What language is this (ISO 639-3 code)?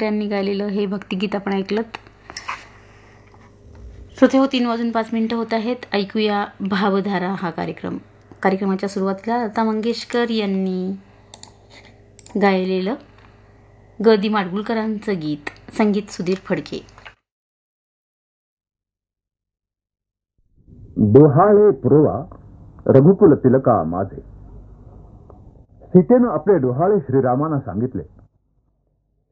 mar